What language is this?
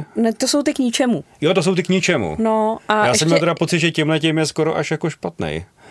Czech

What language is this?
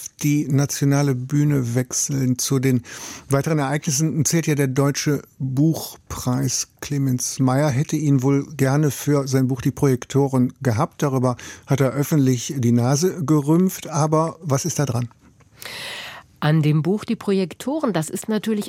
German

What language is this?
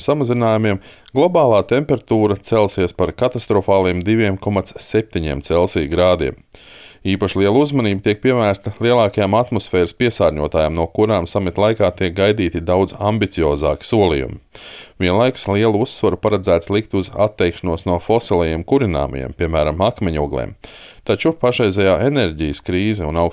Latvian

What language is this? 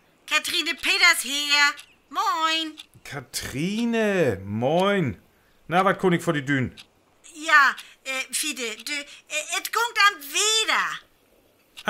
Northern Frisian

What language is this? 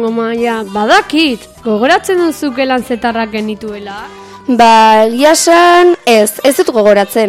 Basque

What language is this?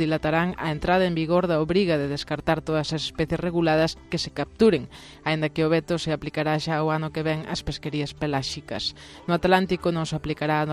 Galician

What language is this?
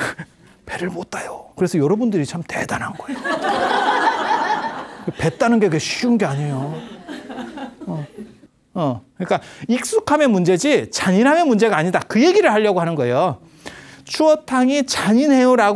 Korean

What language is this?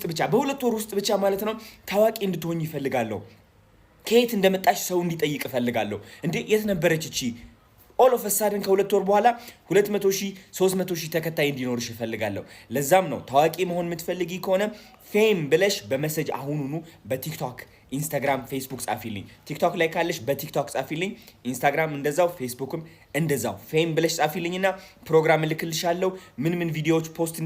Amharic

